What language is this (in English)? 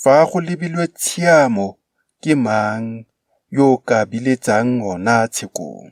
Tswana